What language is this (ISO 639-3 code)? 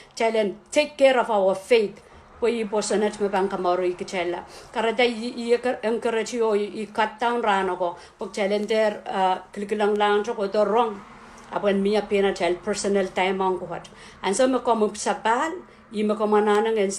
pon